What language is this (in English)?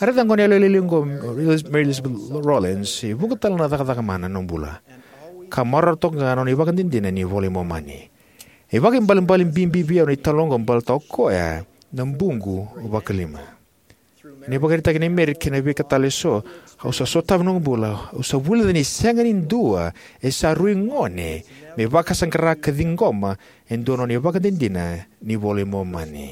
Fijian